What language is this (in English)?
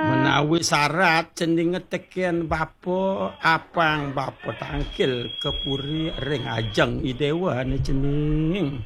Balinese